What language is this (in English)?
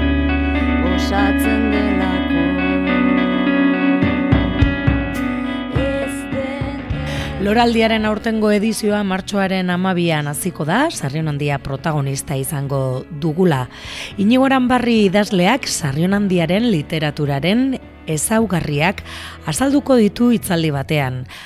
Basque